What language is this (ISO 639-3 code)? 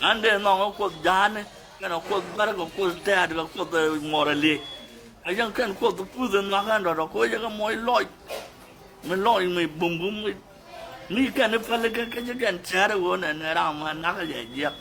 nus